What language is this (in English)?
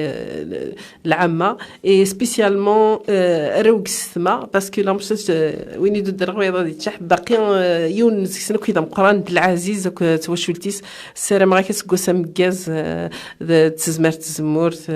Kabyle